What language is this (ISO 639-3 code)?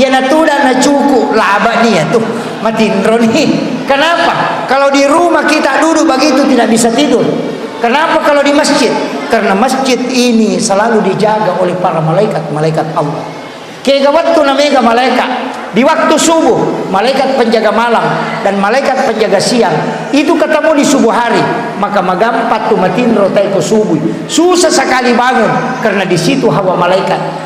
bug